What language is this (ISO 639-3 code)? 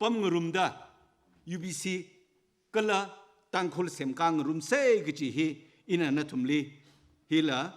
nmf